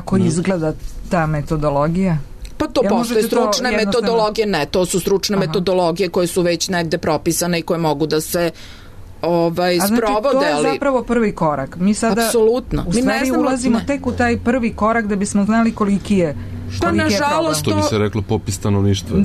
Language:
Serbian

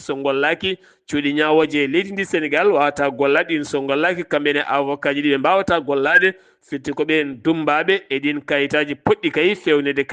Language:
Fula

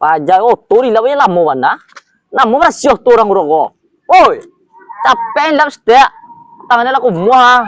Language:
Minangkabau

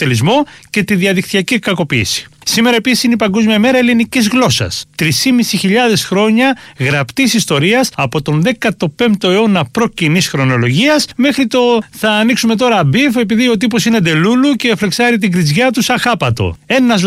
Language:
Greek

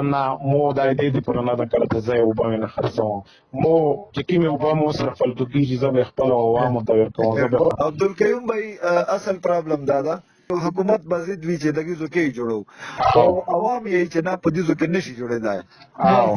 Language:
Pashto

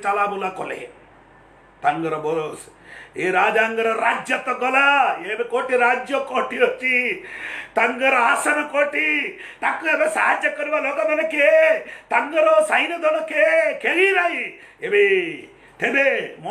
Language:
Odia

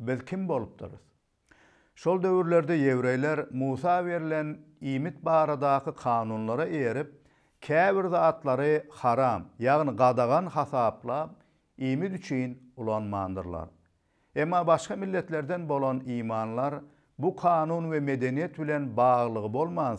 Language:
Turkmen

